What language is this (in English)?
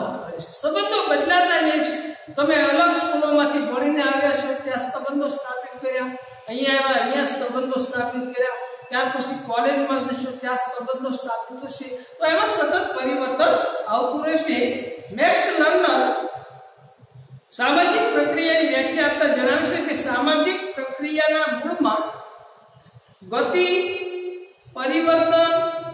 Gujarati